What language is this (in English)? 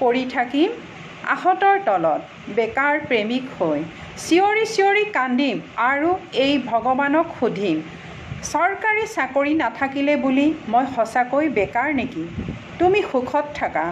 Assamese